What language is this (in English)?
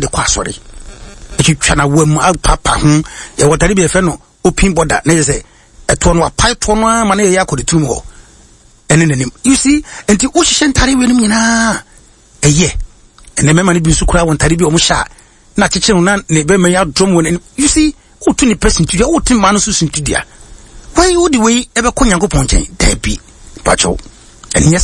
Akan